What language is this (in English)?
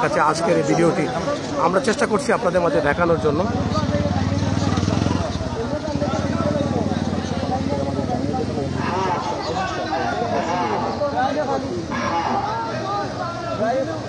Bangla